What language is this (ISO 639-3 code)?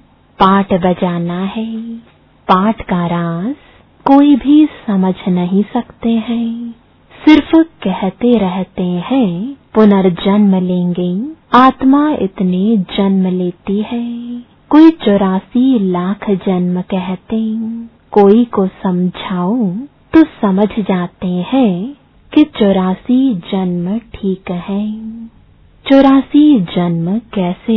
hin